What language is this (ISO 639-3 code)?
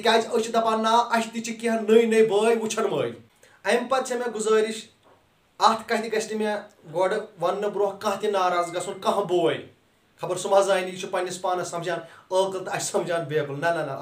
kas